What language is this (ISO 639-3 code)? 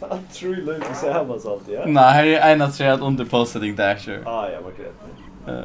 fao